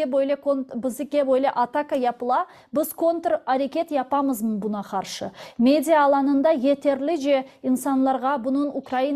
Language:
Crimean Tatar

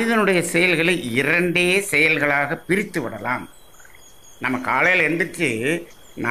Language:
Tamil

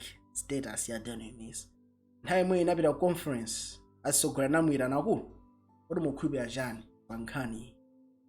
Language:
Nyanja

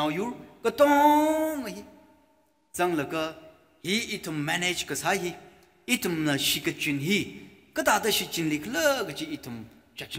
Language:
Tangkhul Naga (India)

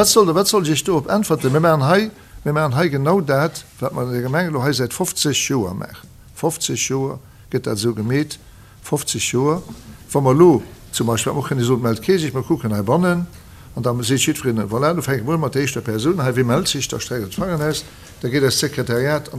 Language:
Luxembourgish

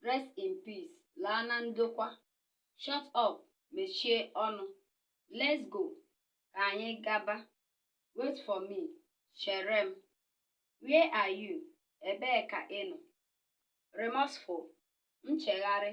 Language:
Igbo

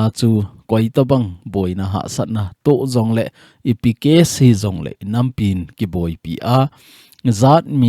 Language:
Thado Chin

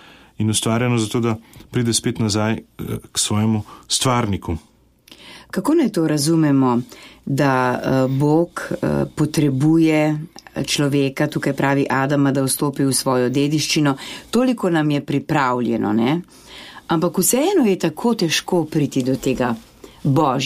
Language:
Slovenian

